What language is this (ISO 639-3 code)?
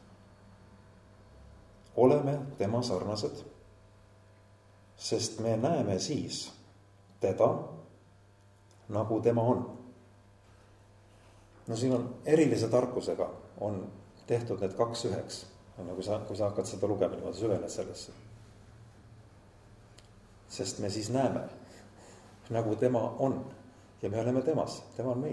est